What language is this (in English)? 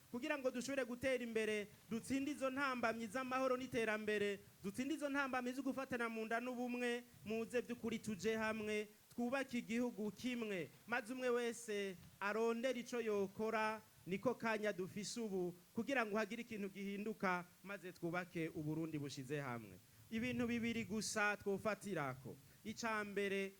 Rundi